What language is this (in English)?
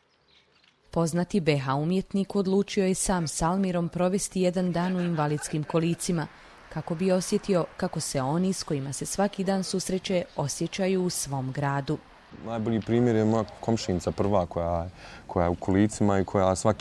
Bosnian